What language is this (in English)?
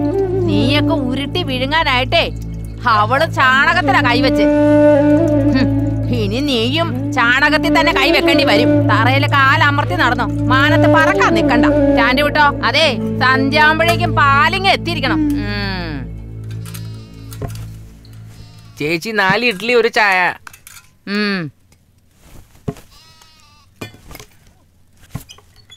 Malayalam